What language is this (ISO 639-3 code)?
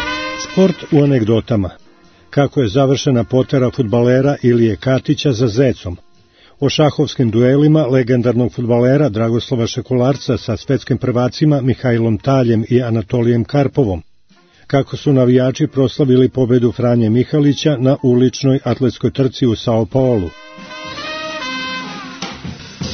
srp